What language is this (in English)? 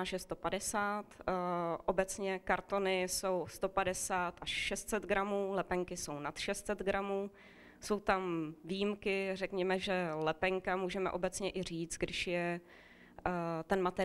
Czech